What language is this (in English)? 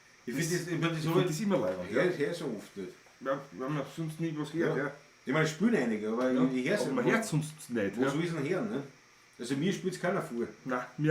Bavarian